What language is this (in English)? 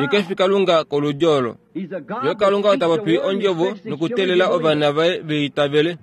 Kuanyama